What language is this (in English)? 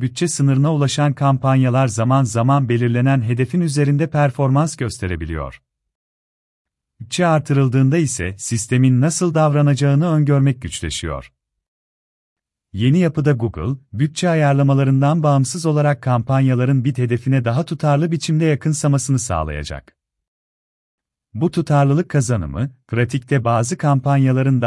Turkish